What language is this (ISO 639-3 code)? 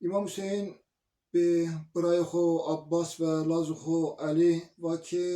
zza